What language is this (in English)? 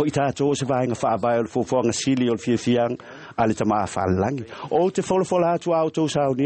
Samoan